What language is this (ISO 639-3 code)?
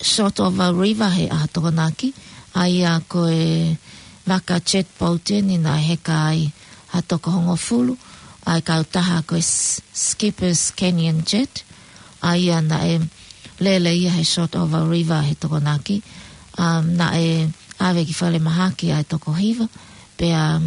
ton